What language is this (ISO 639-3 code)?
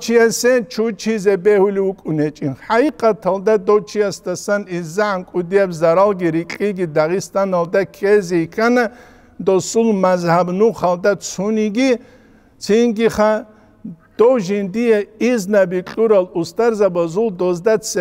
ava